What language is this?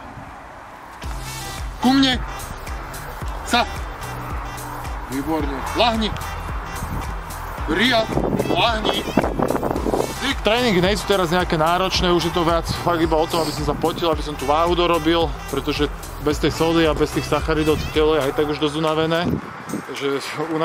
Slovak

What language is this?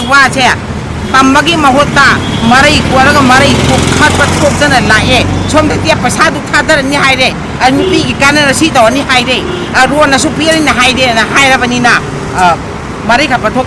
Manipuri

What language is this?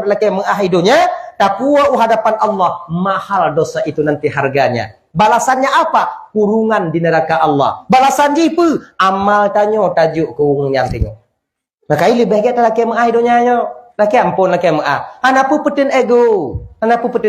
Achinese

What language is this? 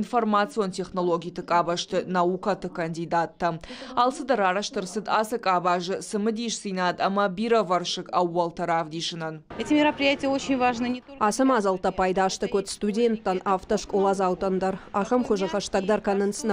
Ossetic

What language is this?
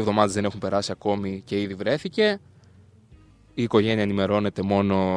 Greek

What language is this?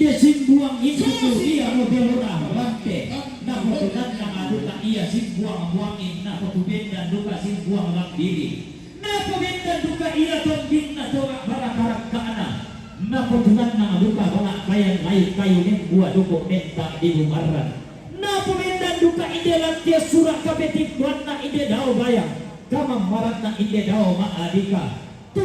Toraja-Sa'dan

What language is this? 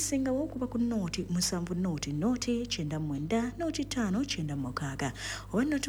Ganda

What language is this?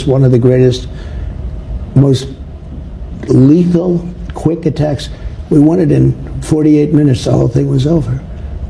English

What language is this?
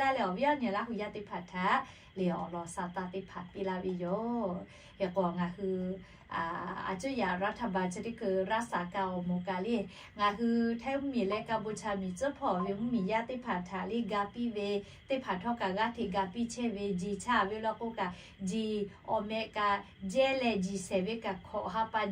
Lahu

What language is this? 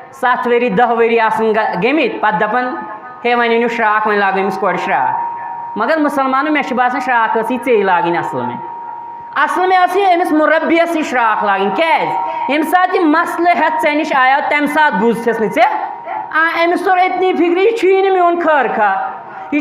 Kashmiri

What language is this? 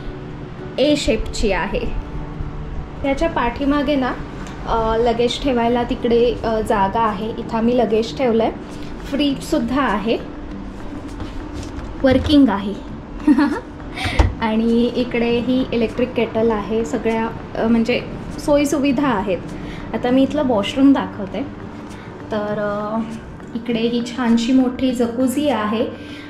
Marathi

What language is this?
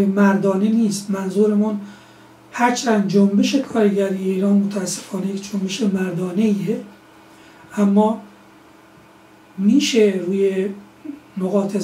Persian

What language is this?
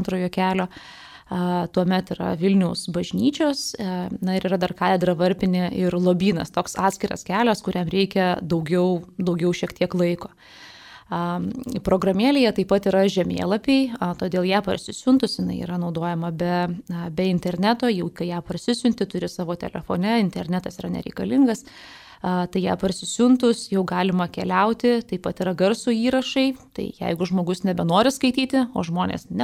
Lithuanian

